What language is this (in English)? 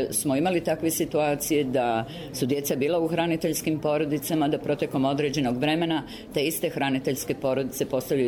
Bosnian